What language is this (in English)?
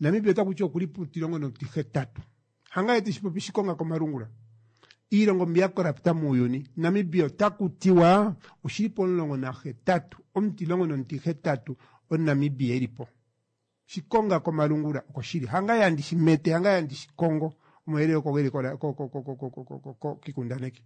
Kuanyama